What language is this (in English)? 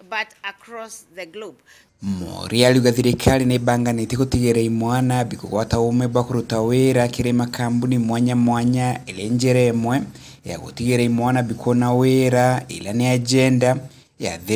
Meru